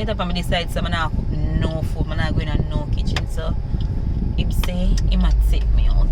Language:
Jamaican Creole English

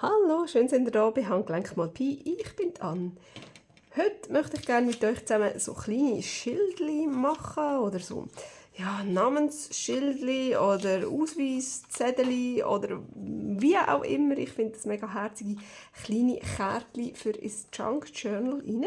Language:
Swiss German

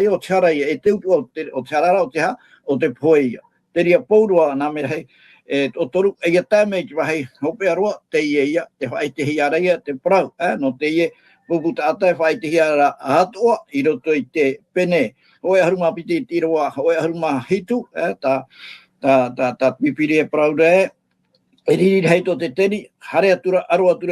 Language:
Tahitian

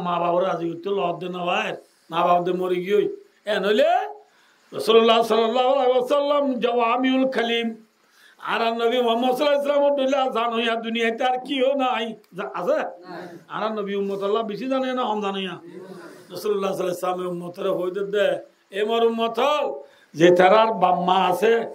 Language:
Rohingya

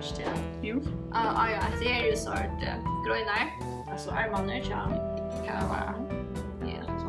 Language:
Faroese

